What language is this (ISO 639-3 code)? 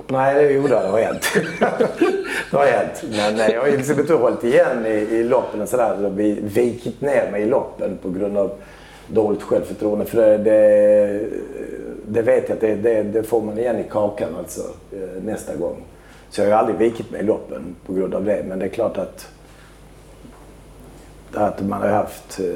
swe